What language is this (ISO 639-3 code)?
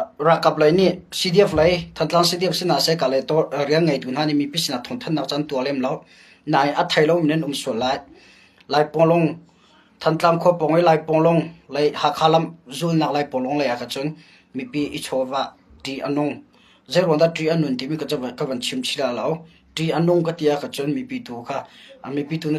cnh